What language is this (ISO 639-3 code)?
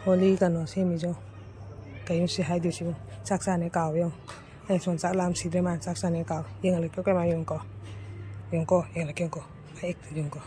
mni